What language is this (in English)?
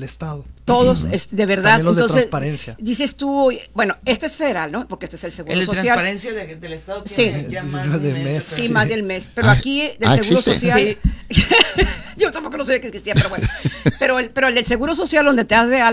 Spanish